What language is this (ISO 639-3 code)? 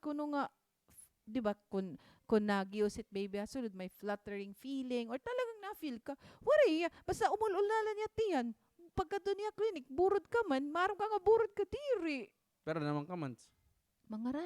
war